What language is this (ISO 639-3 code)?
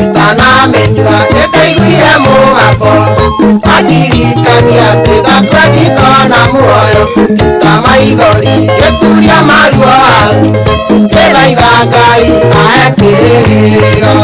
kik